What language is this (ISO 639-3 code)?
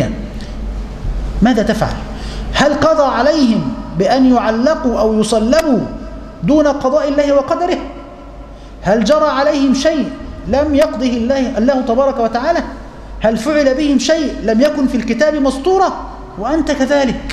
ara